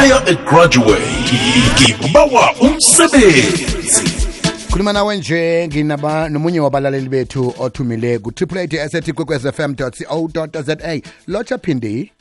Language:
South Ndebele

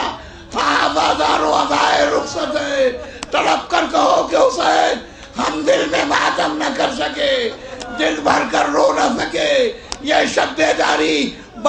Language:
Urdu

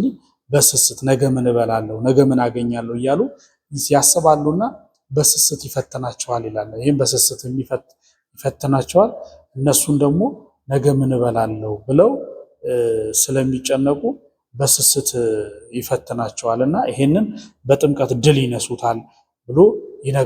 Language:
Amharic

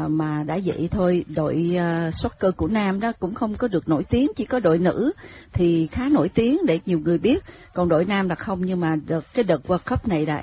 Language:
Vietnamese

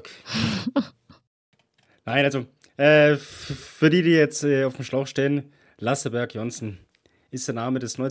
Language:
German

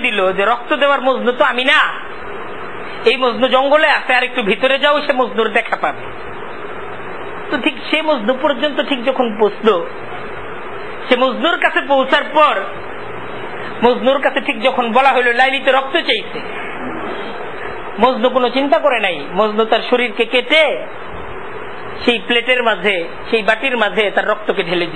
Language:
Bangla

